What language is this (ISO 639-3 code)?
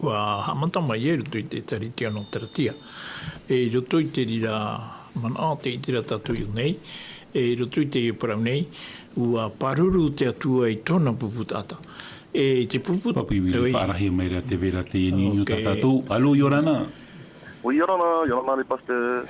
tah